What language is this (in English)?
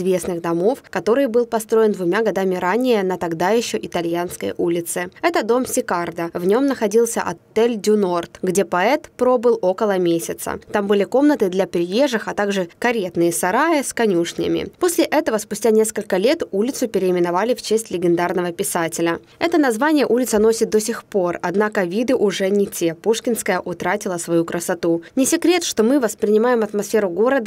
Russian